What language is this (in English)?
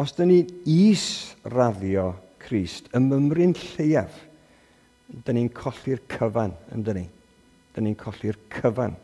Welsh